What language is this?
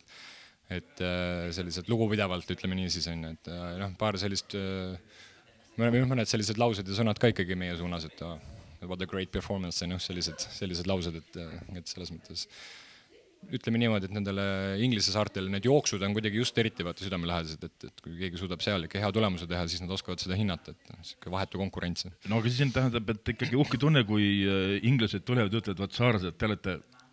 Estonian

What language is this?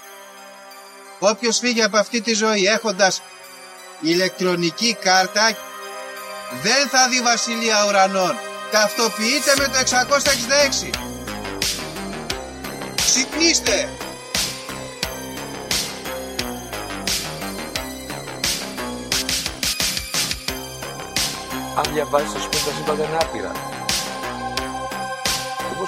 Greek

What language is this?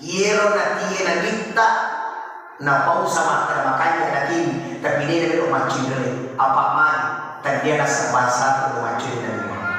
Buginese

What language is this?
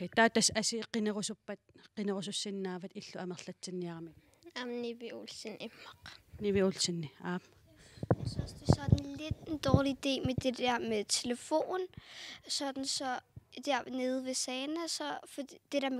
Kalaallisut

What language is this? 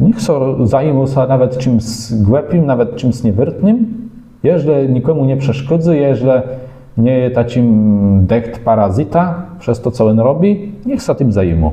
Kashubian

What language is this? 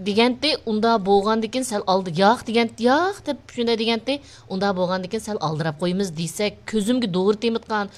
Uyghur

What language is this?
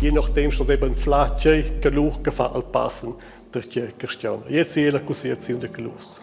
Romansh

